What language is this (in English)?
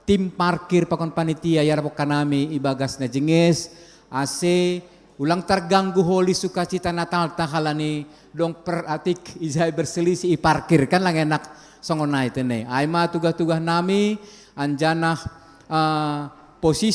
Batak Simalungun